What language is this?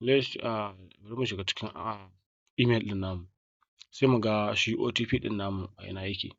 Hausa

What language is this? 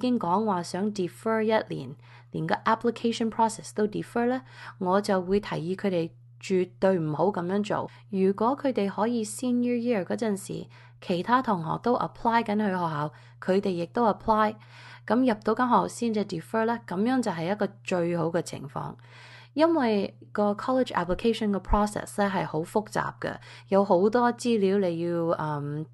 Cantonese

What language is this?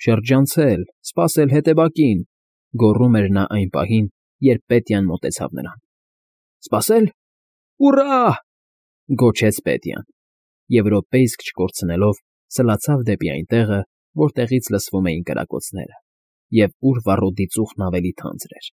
Armenian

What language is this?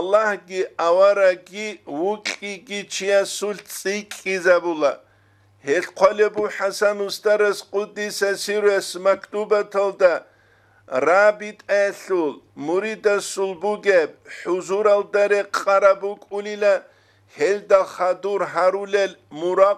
Avaric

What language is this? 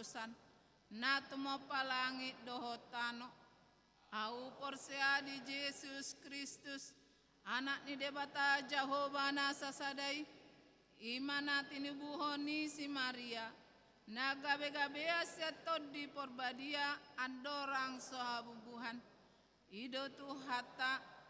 Batak Toba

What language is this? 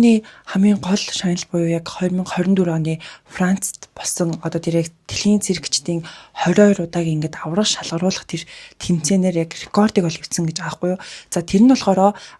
Mongolian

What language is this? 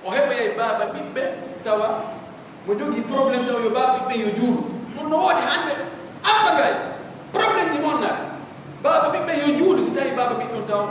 Pular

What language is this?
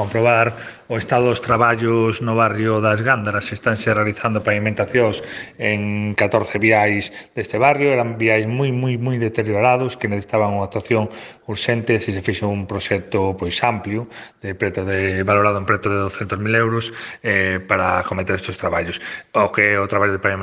Galician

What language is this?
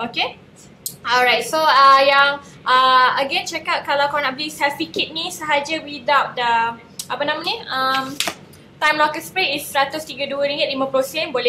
Malay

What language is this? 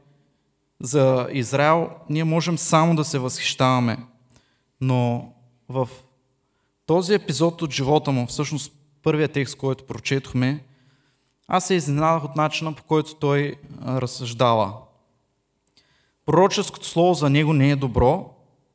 Bulgarian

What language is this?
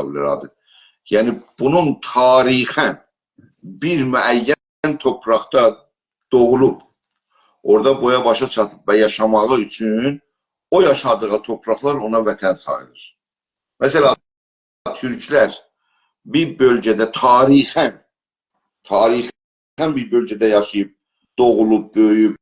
South Azerbaijani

